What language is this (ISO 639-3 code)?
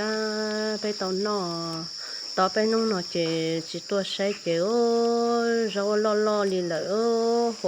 hmn